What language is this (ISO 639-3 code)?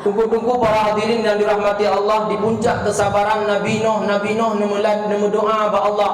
ace